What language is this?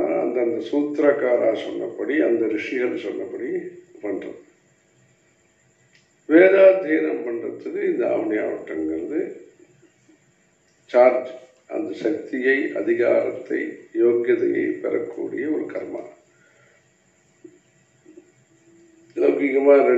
Tamil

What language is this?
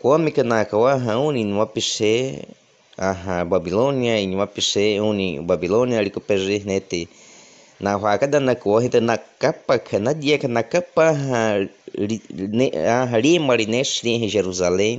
Baniwa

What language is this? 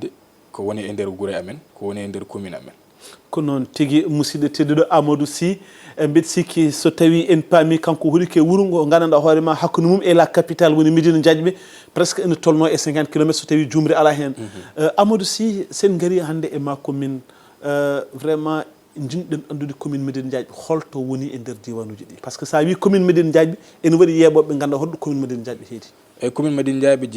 Fula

